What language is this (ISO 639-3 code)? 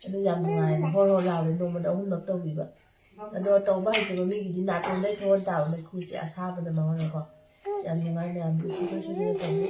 mni